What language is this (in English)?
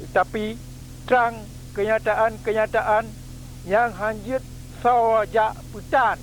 Achinese